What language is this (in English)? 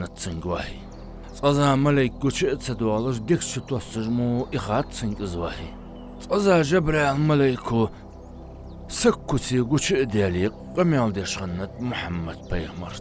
Ingush